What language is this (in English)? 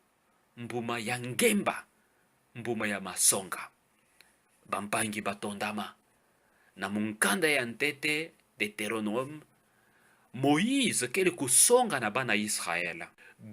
Kituba (Democratic Republic of Congo)